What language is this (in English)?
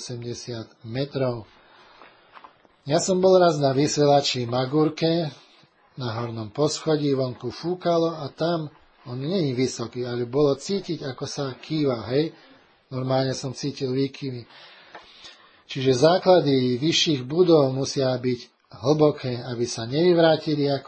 Slovak